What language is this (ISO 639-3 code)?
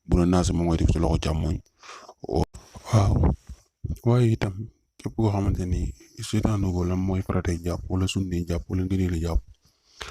wol